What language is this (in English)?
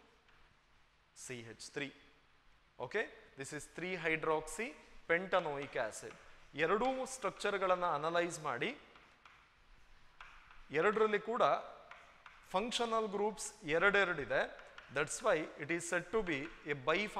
Kannada